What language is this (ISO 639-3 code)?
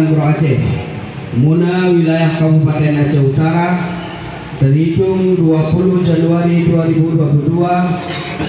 ace